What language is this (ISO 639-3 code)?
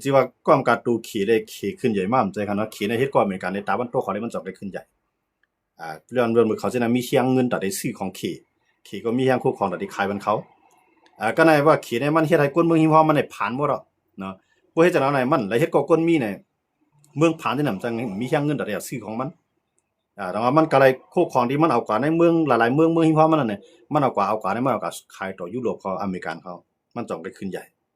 shn